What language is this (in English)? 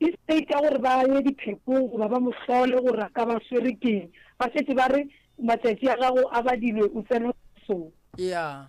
Northern Sotho